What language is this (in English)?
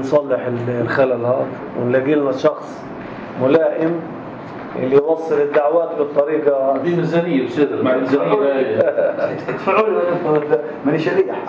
North Levantine Arabic